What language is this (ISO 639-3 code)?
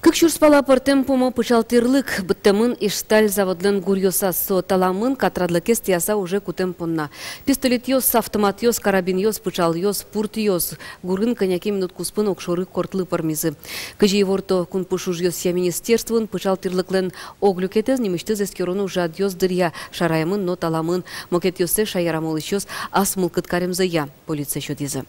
udm